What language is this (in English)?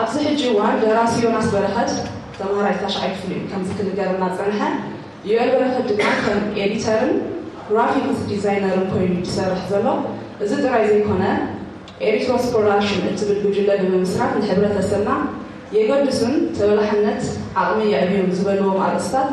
Tigrinya